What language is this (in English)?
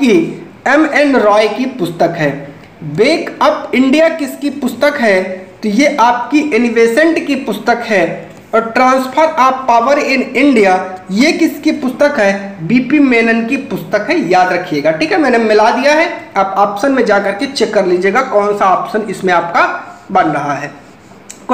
Hindi